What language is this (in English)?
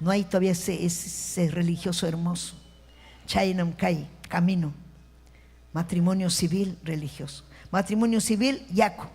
Ayacucho Quechua